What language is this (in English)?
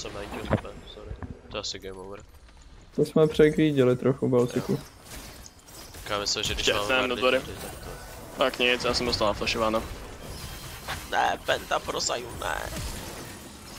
Czech